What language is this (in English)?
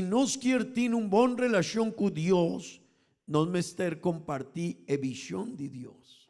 Papiamento